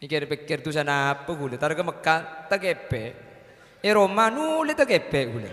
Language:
Madurese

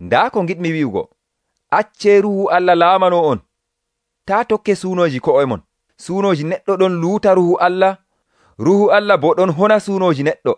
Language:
Nigerian Fulfulde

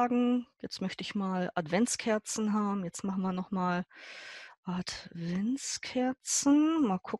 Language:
German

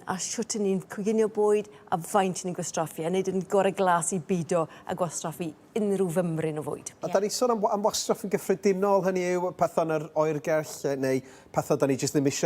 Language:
Welsh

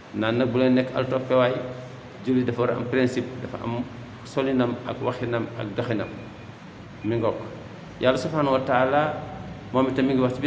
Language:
Wolof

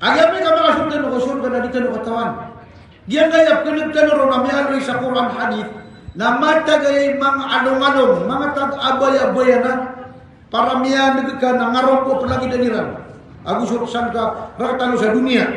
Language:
Maranao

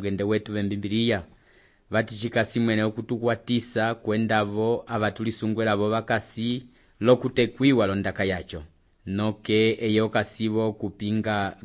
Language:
Umbundu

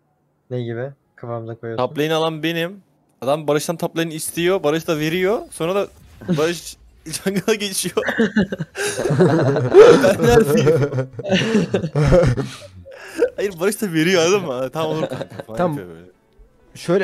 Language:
Turkish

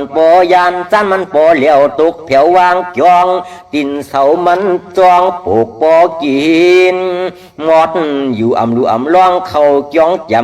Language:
Shan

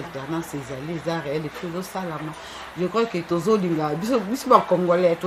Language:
Lingala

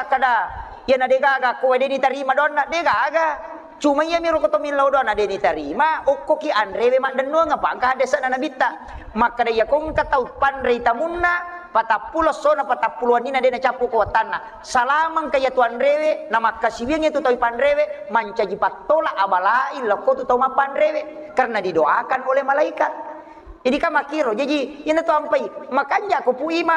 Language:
Buginese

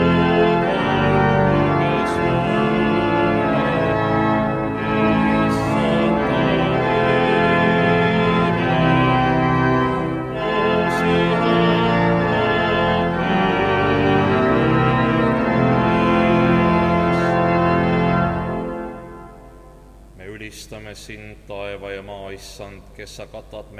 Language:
Estonian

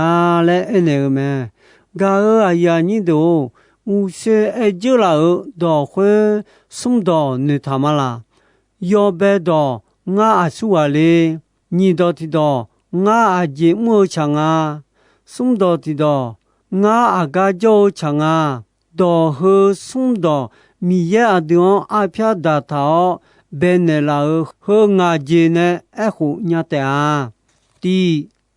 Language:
Akha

